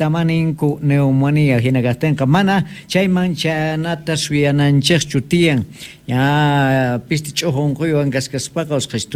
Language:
South Bolivian Quechua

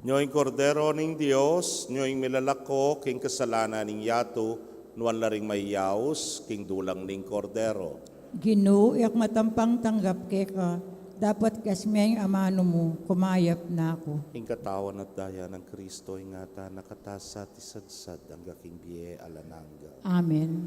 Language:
Pampanga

